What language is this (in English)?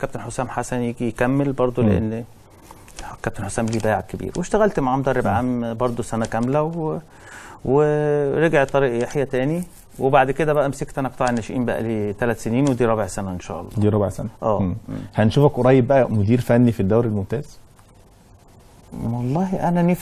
Egyptian Arabic